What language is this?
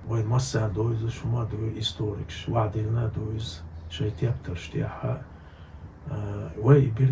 Chechen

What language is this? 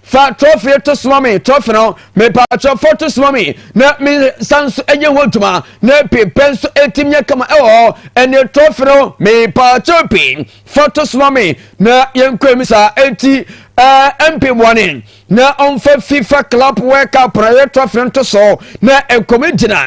Akan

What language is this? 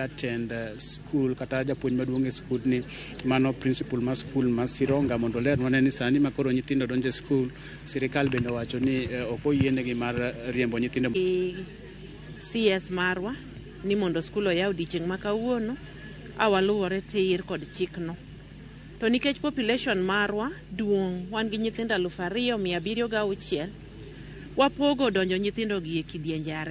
Luo (Kenya and Tanzania)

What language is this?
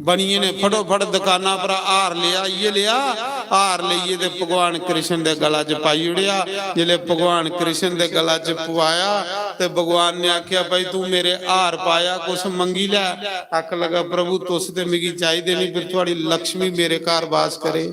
Dogri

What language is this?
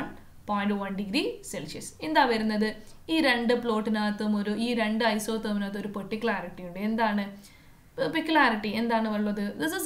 Malayalam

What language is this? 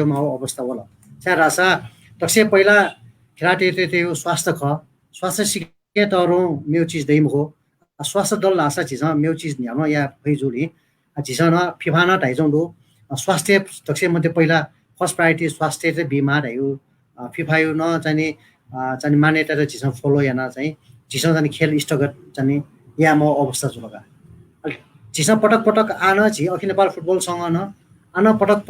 Newari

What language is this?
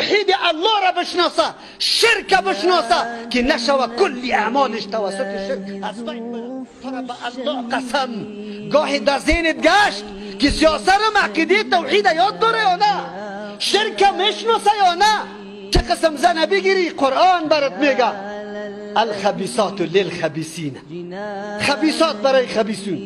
Persian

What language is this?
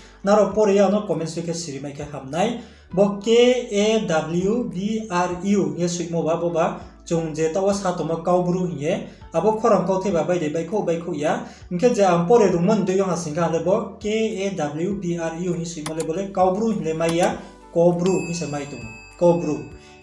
Riang (India)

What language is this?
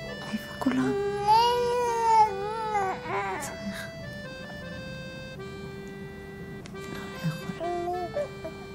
Hebrew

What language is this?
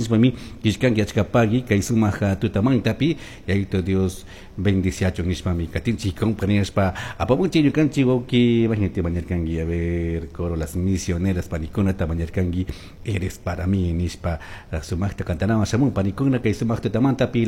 Chimborazo Highland Quichua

